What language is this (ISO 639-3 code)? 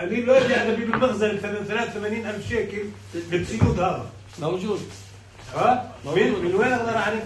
apc